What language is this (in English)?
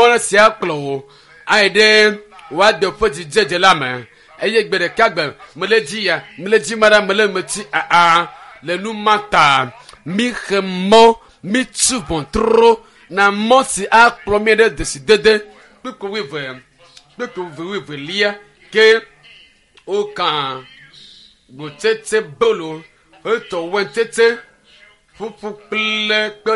Ewe